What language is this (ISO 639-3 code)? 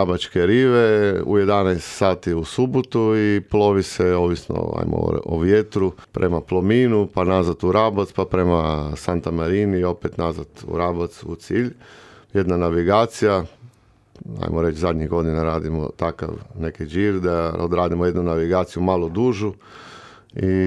hrv